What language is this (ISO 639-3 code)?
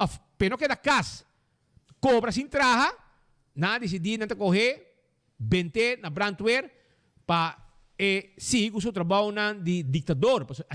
pap